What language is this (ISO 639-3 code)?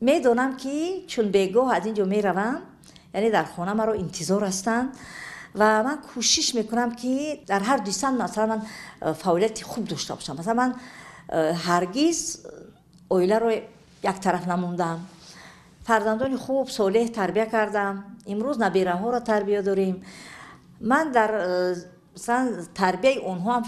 tgk